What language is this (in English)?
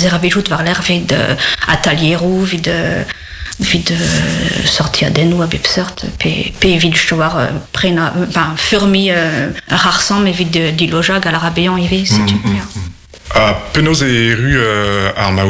Breton